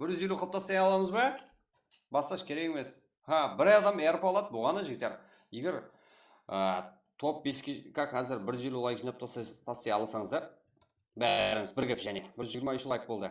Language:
Kara-Kalpak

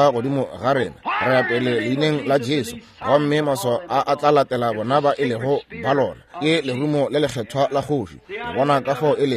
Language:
Northern Sotho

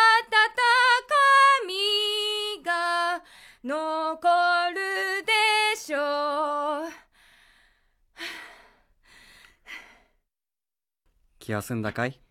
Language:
Japanese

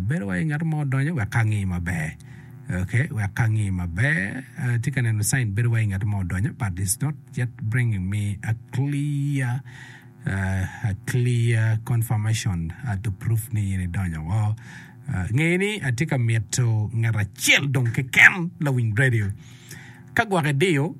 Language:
Acoli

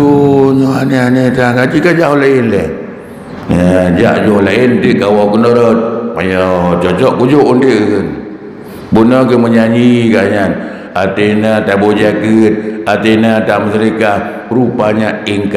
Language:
Achinese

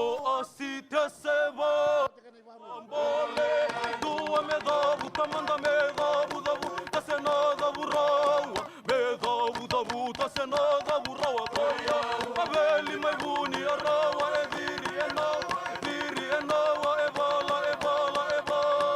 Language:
Fijian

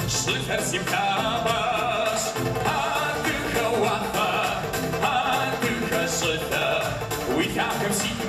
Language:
Kabardian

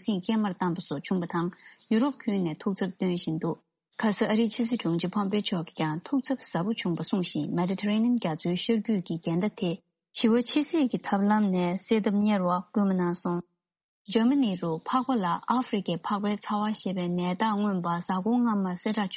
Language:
Tibetan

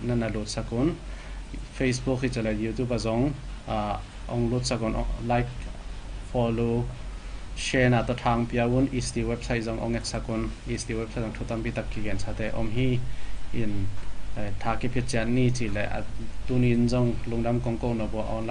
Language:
Tedim Chin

